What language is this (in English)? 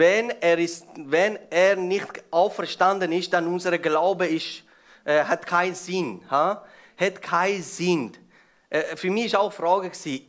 Swiss German